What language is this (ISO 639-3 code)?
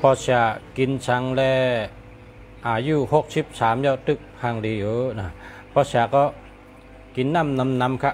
shn